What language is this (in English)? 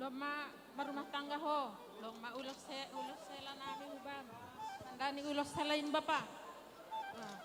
Batak Simalungun